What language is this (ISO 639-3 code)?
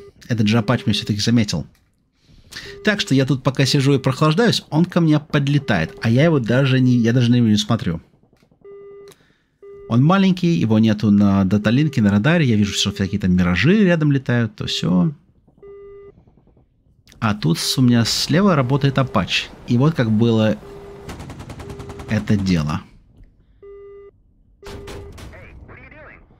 rus